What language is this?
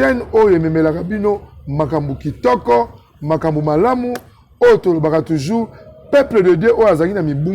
Lingala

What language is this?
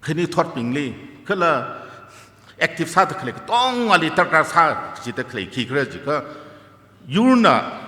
Tangkhul Naga (India)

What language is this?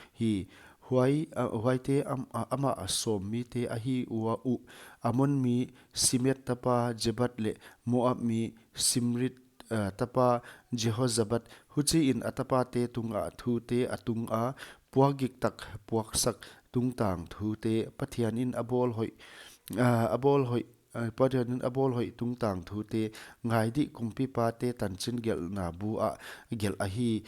Paite Chin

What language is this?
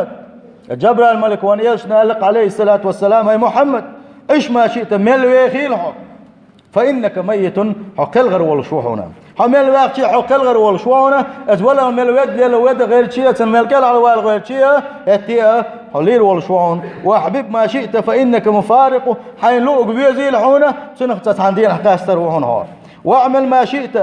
Chechen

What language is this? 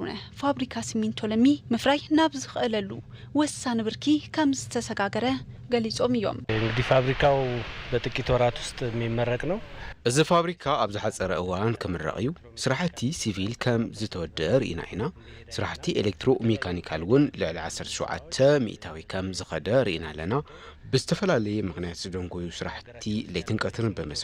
Tigrinya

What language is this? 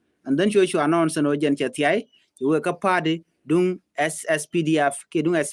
Nuer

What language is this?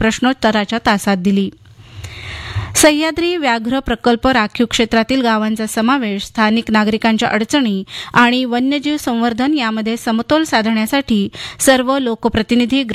Marathi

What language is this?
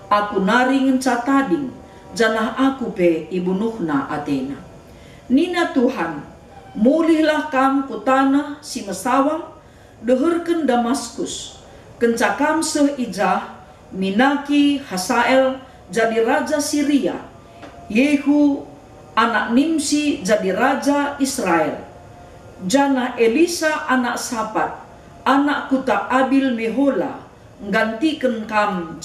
Batak Karo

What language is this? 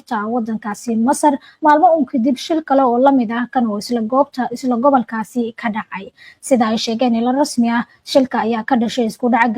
Somali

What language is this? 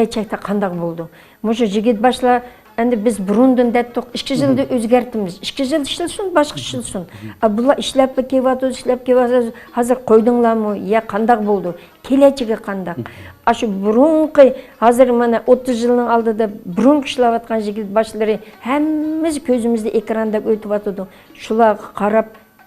Uyghur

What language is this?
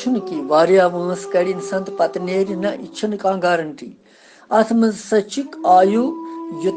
Kashmiri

